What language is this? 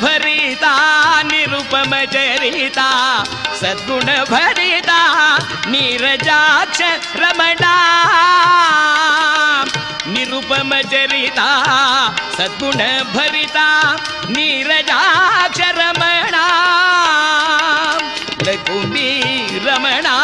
Kannada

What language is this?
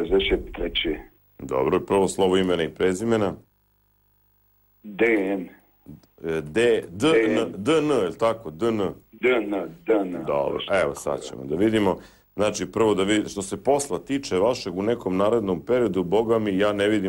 Serbian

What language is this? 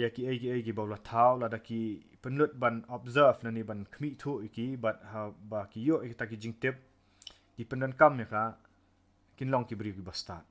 Khasi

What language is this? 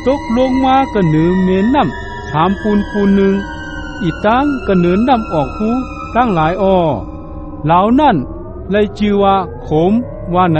Shan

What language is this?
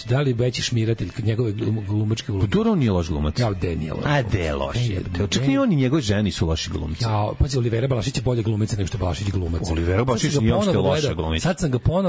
Serbian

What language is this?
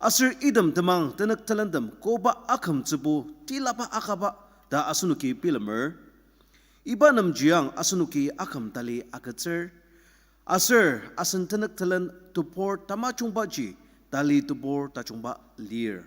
Ao Naga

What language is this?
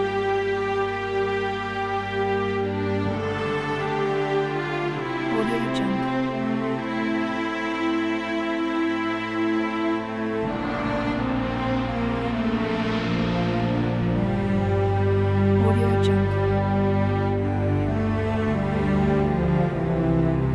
Malay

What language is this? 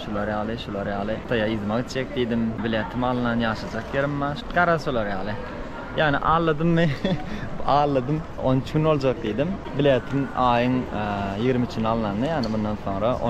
Turkmen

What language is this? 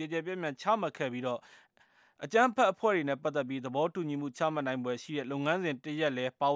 Burmese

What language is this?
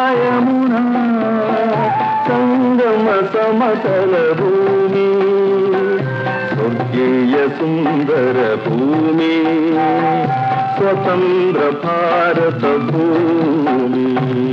Malayalam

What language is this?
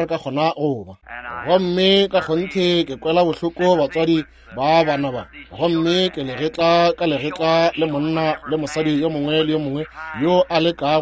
Northern Sotho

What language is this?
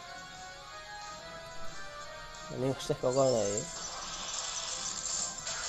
Japanese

